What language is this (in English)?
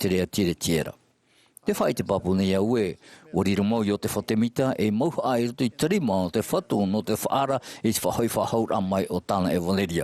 Tahitian